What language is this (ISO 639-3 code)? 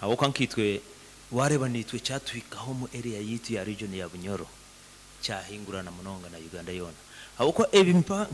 nyn